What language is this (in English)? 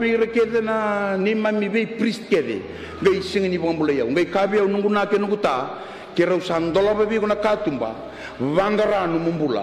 Fijian